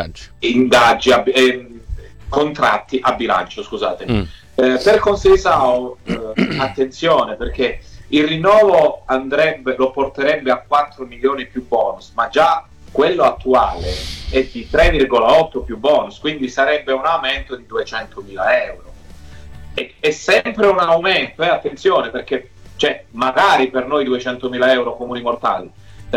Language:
Italian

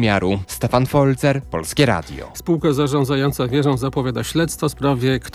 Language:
Polish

